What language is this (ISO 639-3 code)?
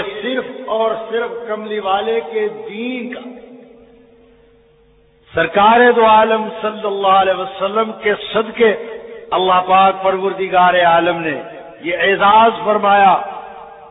urd